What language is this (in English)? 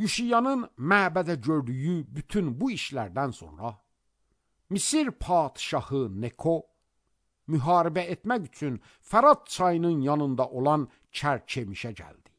Azerbaijani